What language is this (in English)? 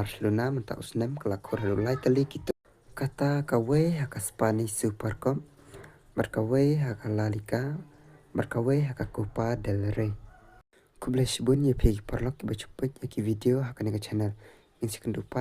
Khasi